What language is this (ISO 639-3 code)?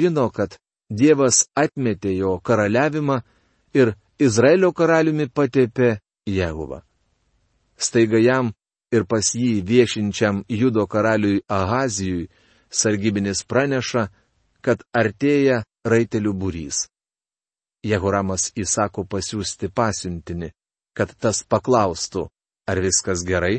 lit